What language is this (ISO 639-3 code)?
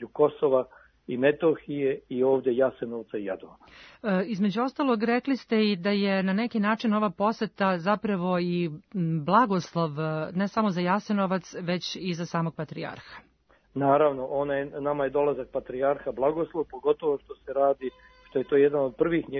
srp